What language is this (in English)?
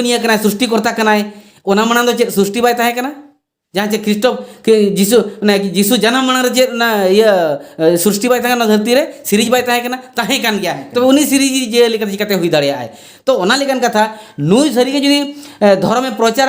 Santali